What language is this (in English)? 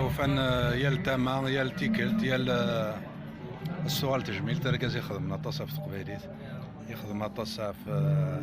Kabyle